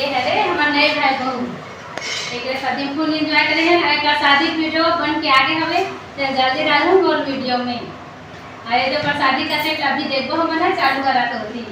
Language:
Chhattisgarhi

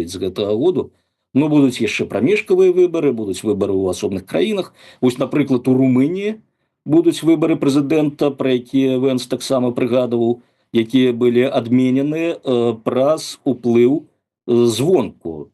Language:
Belarusian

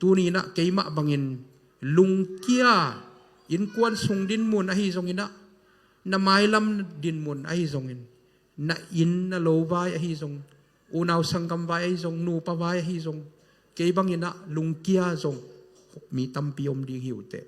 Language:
Tedim Chin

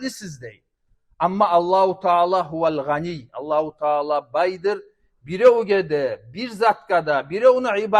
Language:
Kumyk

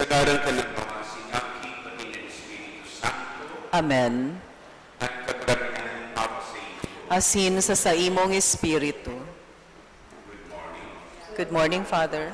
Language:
Bikol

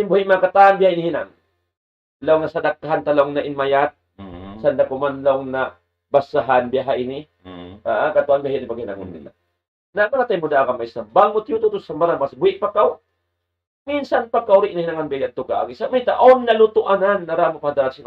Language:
Tausug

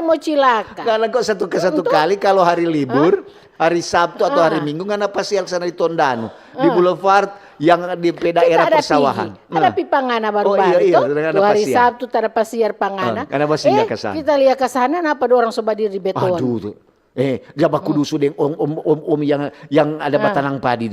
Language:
Manado Malay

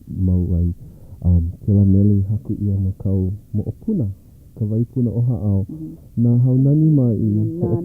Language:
Hawaiian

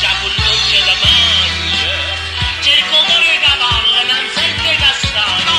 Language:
Neapolitan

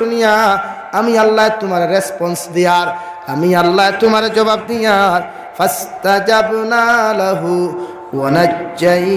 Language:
Sylheti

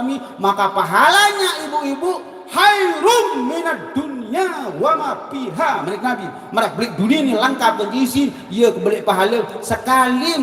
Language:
Sasak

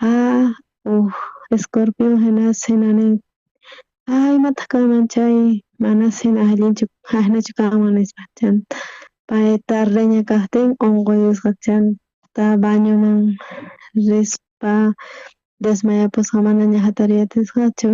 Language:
South Bolivian Quechua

